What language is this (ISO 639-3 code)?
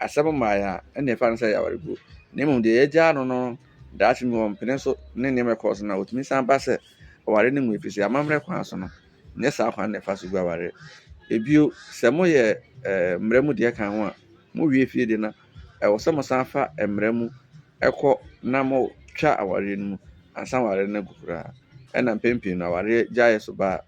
aka